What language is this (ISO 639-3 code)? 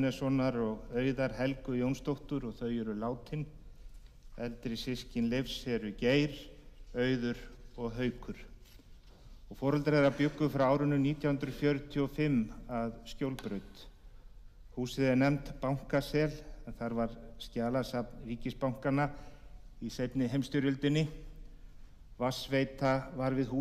isl